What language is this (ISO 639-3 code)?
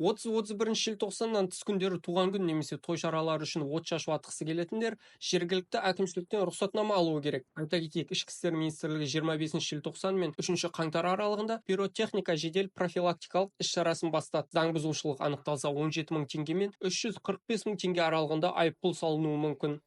kaz